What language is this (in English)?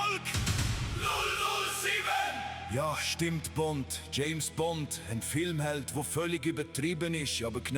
Swiss German